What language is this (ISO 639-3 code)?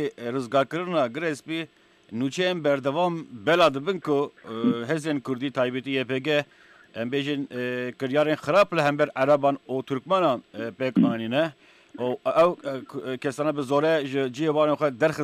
kur